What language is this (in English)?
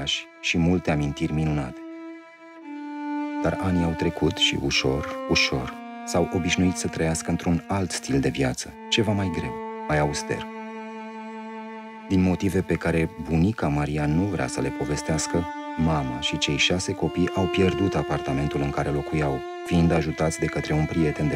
Romanian